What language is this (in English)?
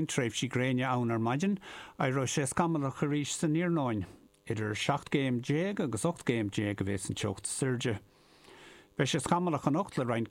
Irish